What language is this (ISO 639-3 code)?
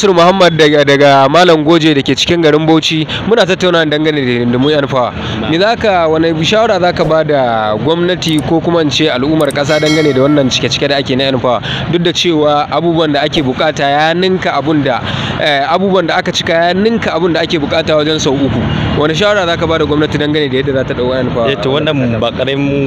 hau